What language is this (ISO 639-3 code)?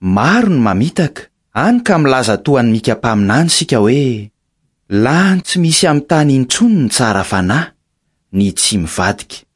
mlg